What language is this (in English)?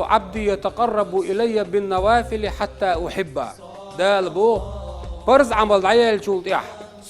Chechen